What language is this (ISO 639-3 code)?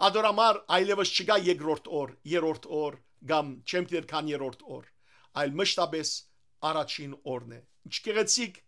hyw